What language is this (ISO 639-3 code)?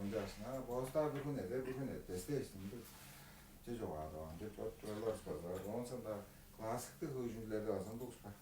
tyv